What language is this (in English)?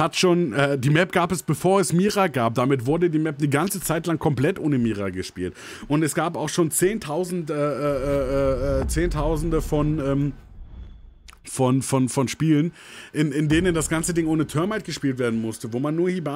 German